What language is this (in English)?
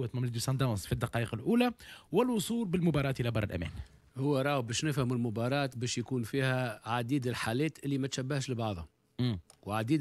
Tunisian Arabic